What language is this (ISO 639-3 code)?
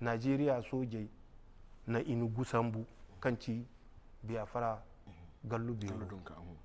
dje